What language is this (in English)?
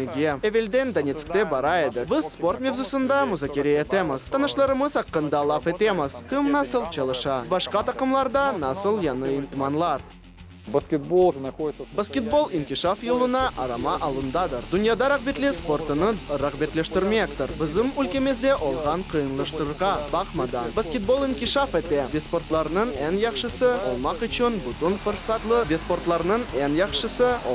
Crimean Tatar